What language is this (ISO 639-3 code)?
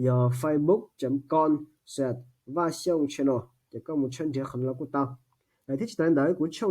hmn